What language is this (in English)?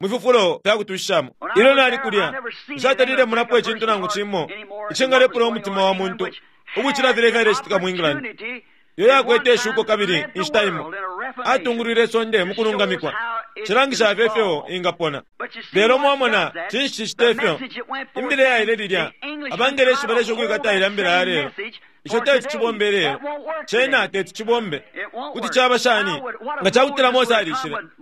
Bemba